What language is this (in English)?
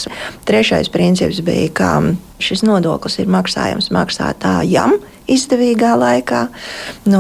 Latvian